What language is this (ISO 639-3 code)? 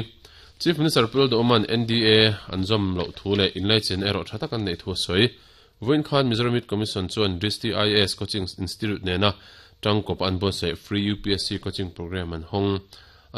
lus